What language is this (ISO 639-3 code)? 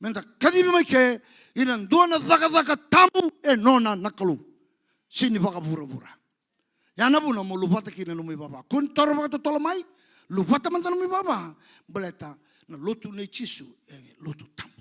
fij